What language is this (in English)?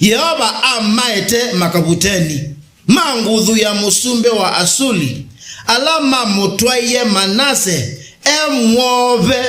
Kamba